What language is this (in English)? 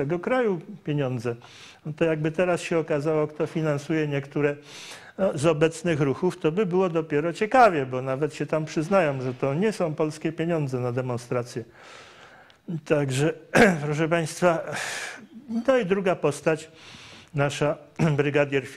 Polish